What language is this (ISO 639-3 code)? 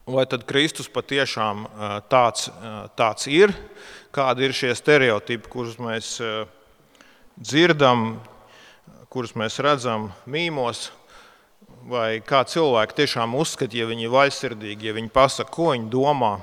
lav